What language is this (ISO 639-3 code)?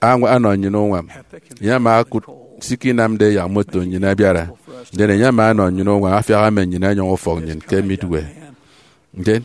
efi